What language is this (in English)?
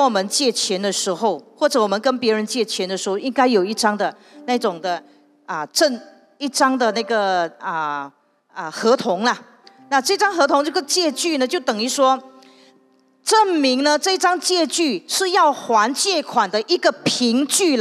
Chinese